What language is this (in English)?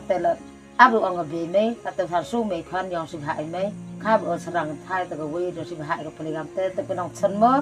Khasi